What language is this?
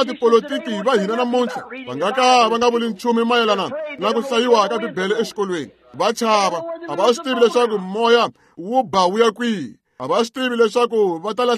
Tsonga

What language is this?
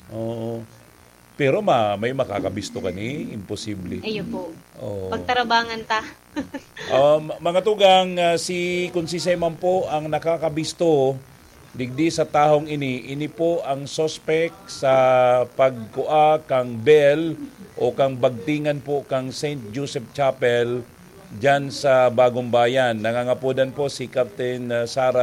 Bikol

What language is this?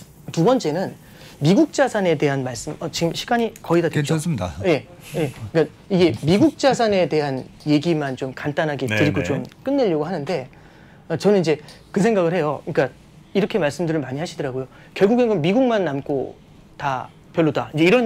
Korean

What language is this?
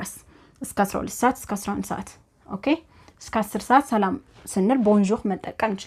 Amharic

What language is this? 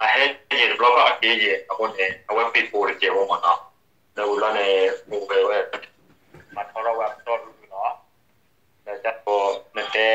S'gaw Karen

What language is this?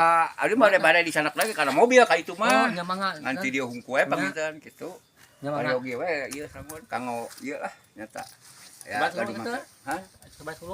Sundanese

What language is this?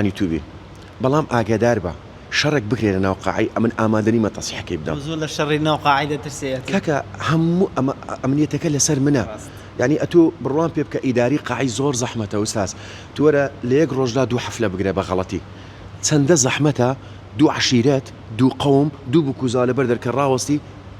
Central Kurdish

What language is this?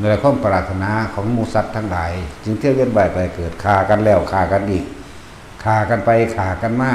Lao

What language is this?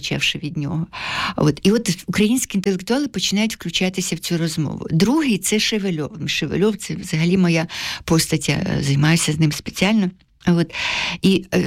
Ukrainian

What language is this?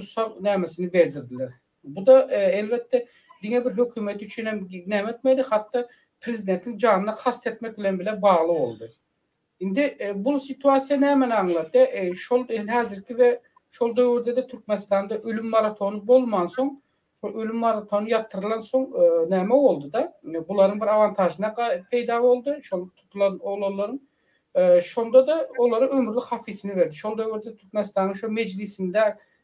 Turkmen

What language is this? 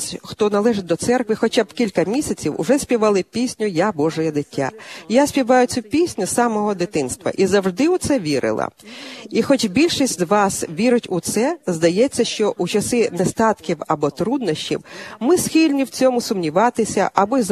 Ukrainian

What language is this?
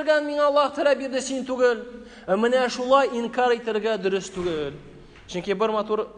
Tatar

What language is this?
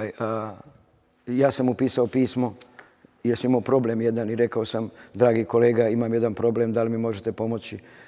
Serbian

